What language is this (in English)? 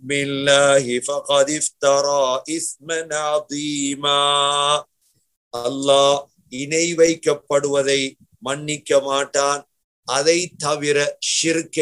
Tamil